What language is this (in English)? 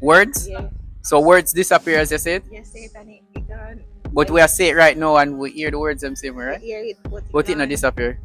Jamaican Creole English